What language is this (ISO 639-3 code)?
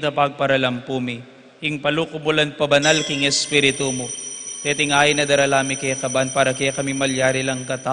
pam